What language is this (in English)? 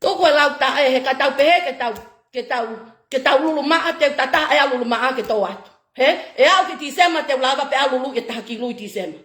Tongan